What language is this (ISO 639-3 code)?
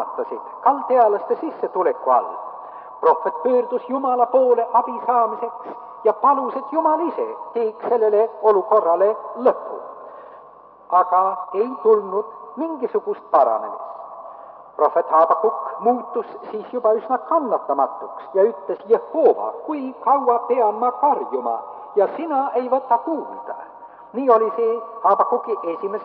est